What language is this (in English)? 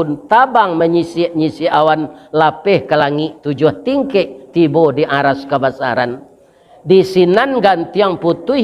Minangkabau